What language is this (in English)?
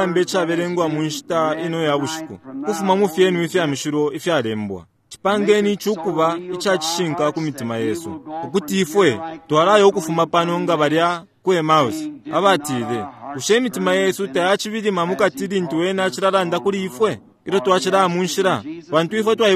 Bemba